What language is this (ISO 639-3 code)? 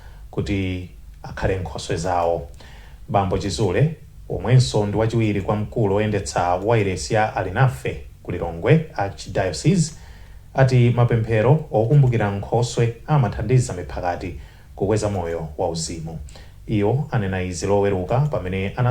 nya